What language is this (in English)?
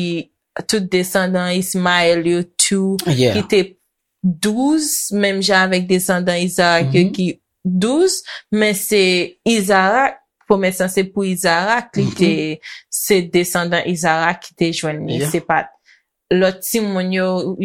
Haitian Creole